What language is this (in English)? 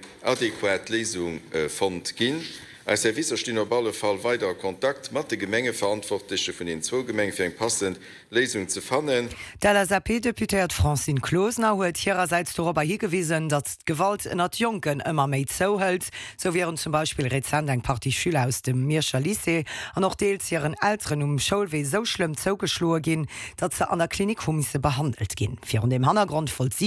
Luxembourgish